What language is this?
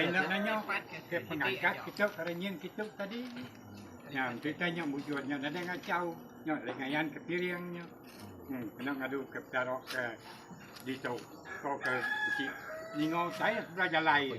Iban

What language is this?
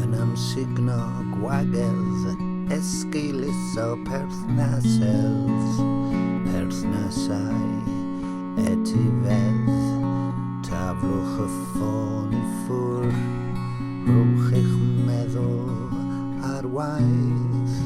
Welsh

